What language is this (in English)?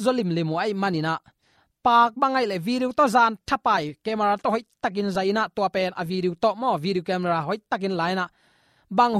Tedim Chin